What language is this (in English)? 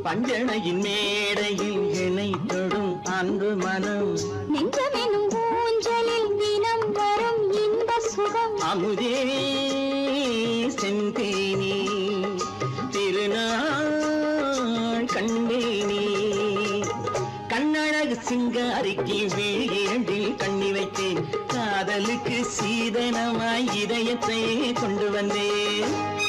Tamil